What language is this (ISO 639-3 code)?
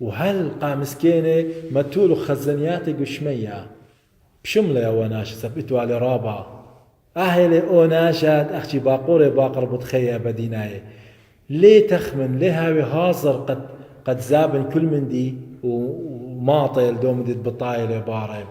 aii